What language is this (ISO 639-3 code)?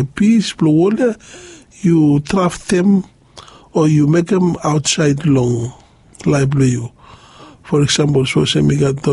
bis